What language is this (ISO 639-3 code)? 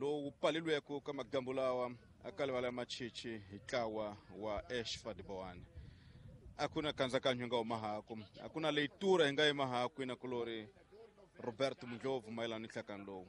tso